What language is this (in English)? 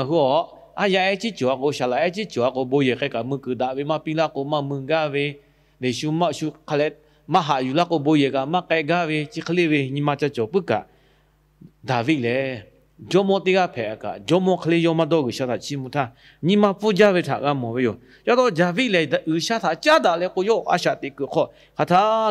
Lahu